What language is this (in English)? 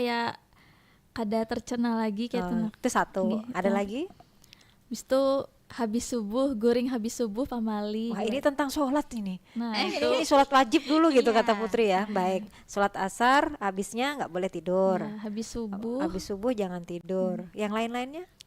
Banjar